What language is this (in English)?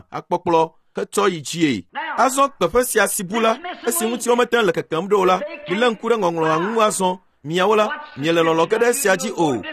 Ewe